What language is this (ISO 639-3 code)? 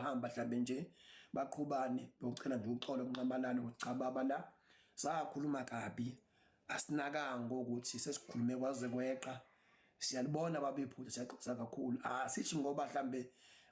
zul